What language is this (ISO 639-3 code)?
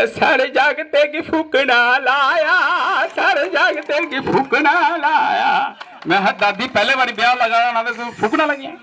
doi